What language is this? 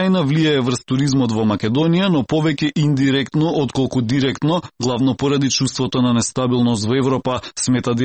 Macedonian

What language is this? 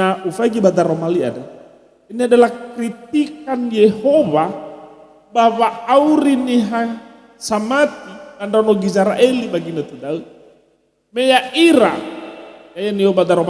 Nias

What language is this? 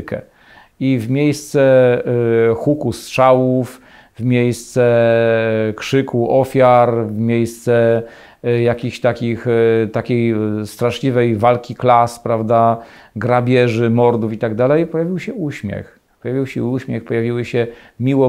Polish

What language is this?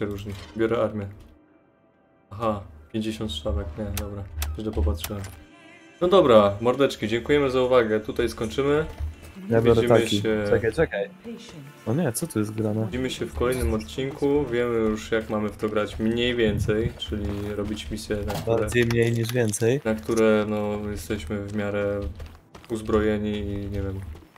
Polish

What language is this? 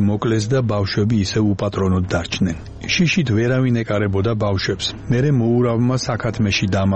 Georgian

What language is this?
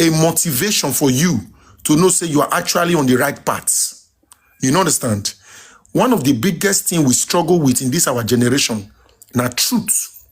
Nigerian Pidgin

